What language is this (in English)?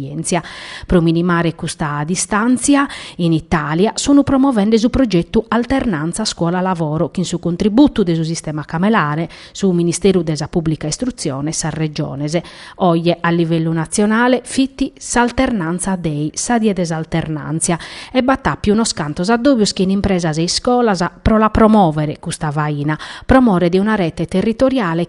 Sardinian